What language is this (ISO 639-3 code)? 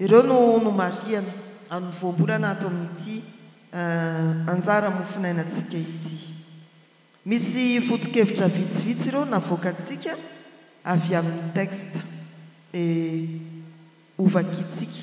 mlg